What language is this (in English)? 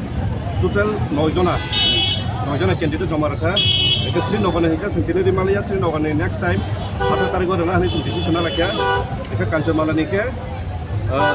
Kok Borok